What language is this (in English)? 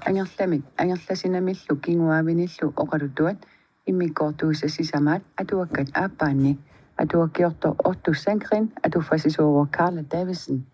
Kalaallisut